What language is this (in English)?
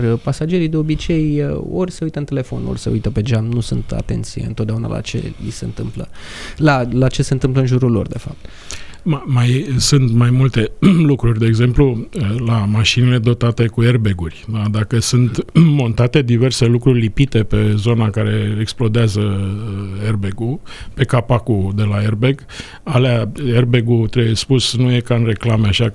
Romanian